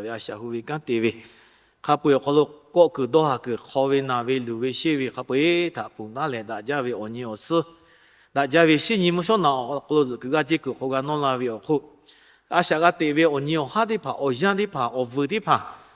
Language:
Lahu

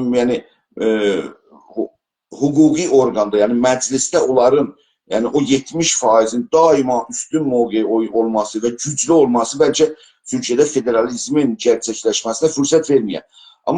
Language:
South Azerbaijani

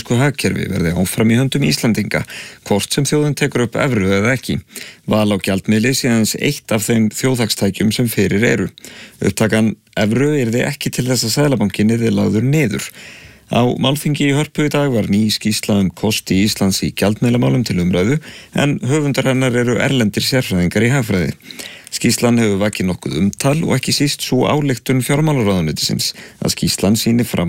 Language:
Icelandic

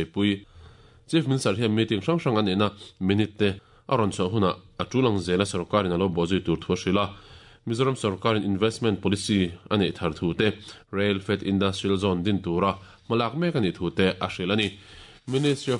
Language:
Mizo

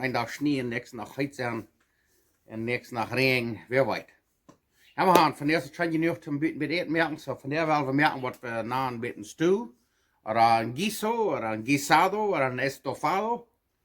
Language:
Plautdietsch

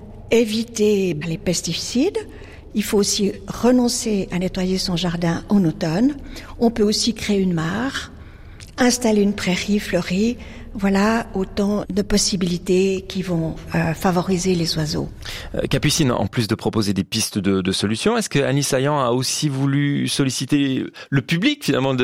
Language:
French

